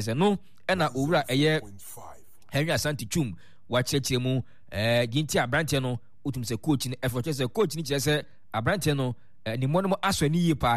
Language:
Akan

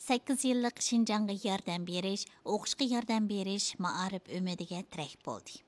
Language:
Uyghur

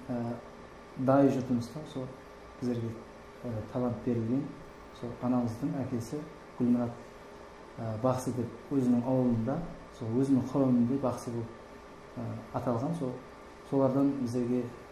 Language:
Kara-Kalpak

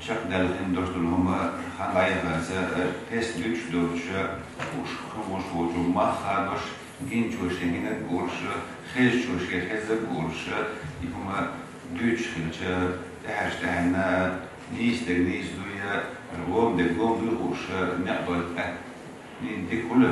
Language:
Chechen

